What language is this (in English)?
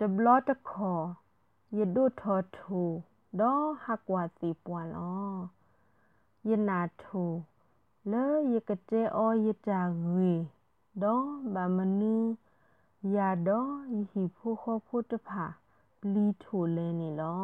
Malagasy